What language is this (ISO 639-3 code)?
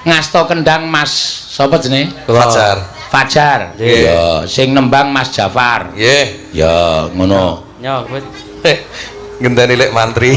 jav